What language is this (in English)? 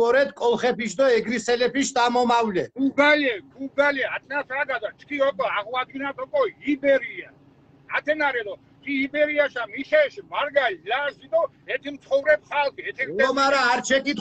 Mingrelian